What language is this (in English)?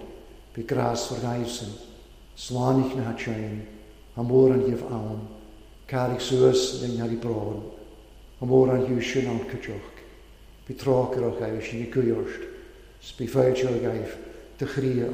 Welsh